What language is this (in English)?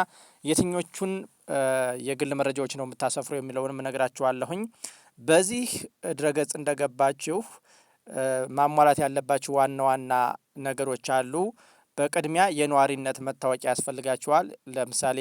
Amharic